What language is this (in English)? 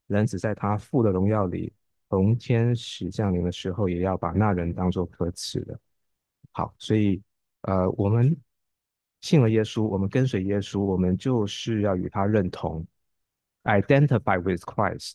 Chinese